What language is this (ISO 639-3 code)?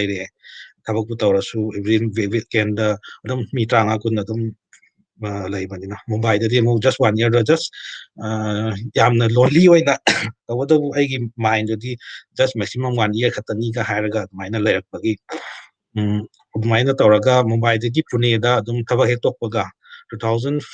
mni